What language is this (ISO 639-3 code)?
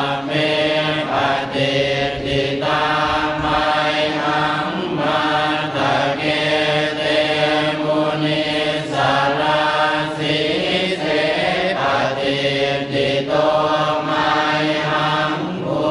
pli